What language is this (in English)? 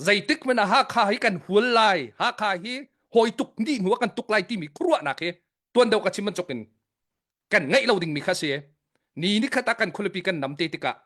Hakha Chin